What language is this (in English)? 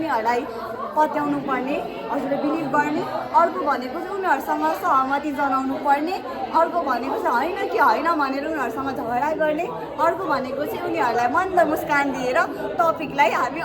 Nepali